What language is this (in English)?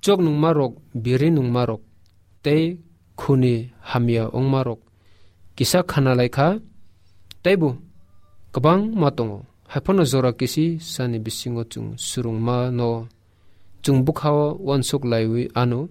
Kok Borok